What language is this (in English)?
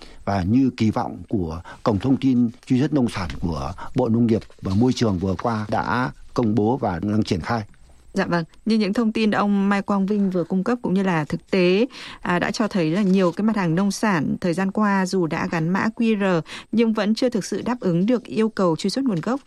Vietnamese